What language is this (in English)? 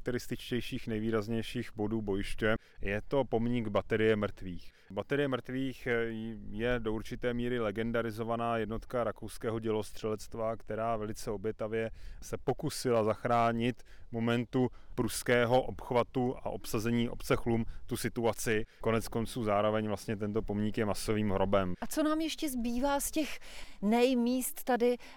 Czech